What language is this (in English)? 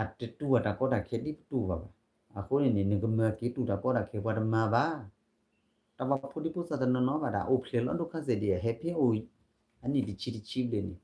S'gaw Karen